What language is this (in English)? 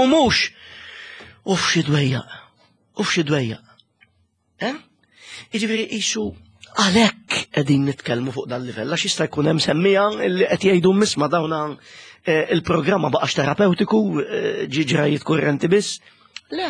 Maltese